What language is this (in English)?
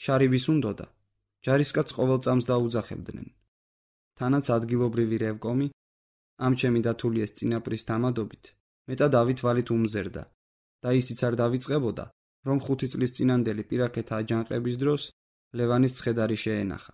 Georgian